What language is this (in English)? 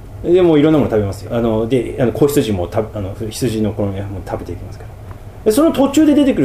Japanese